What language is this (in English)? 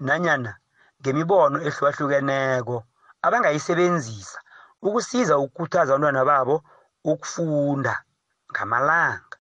South Ndebele